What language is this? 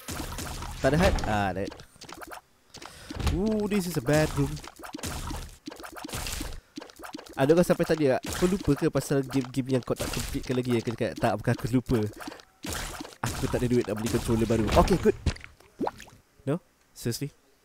Malay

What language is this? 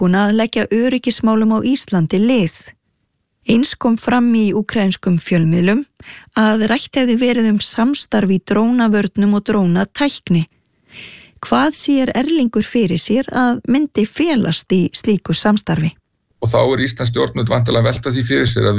Icelandic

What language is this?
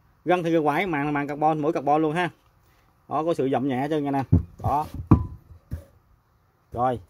Vietnamese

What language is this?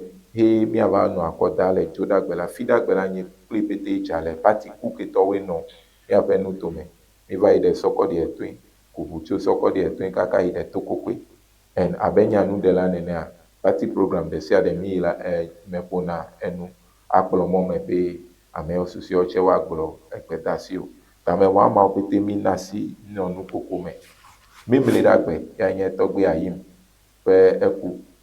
Ewe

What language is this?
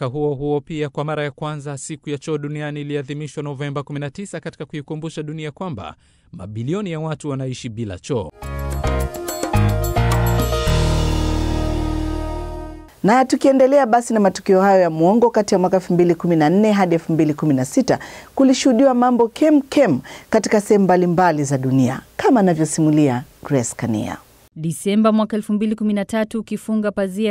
Swahili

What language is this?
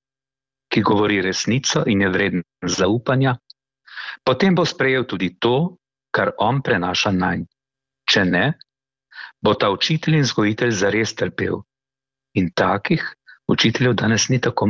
Slovenian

